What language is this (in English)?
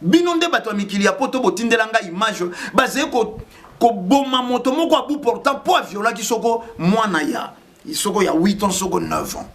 Lingala